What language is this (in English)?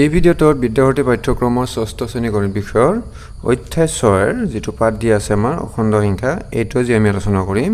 Assamese